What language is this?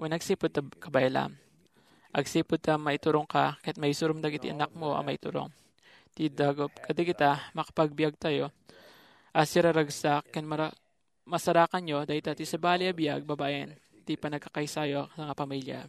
Iloko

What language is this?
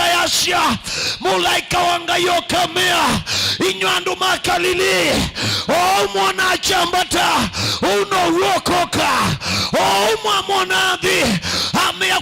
Kamba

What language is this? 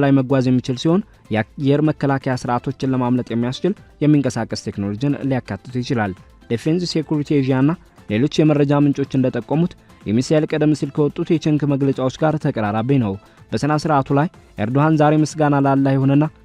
Amharic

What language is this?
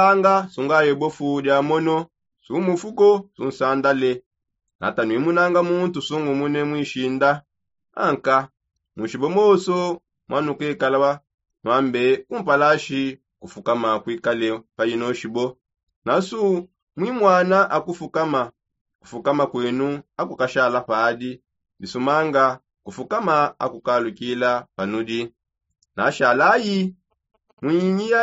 Songe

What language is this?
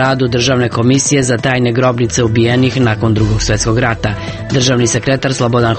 Serbian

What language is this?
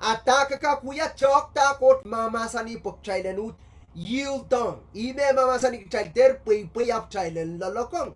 Pohnpeian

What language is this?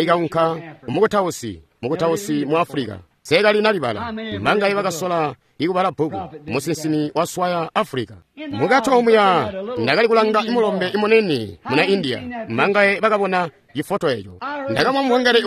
Tonga (Zambia)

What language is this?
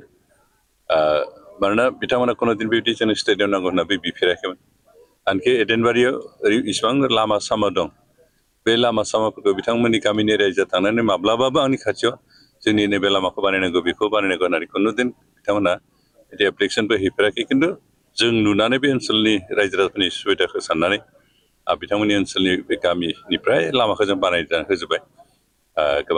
Bodo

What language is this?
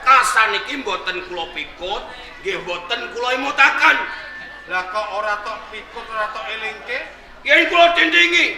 Javanese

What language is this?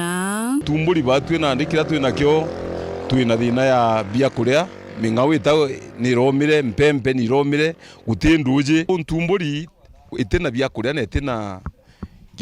Meru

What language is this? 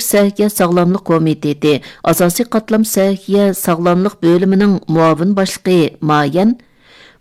Uyghur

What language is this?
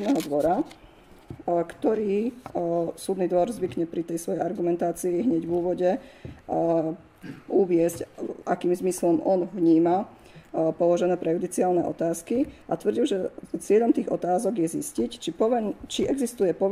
Slovak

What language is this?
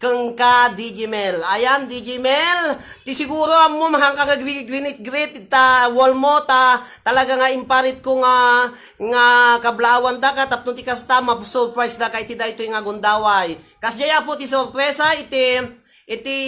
Iloko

